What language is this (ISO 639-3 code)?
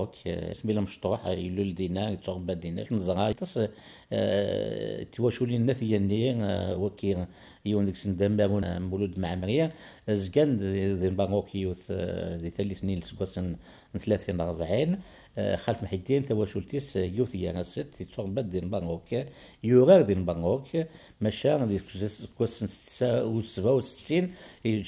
kab